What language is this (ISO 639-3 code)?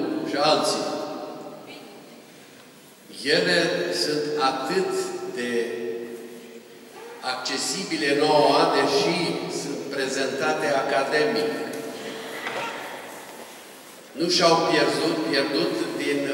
ron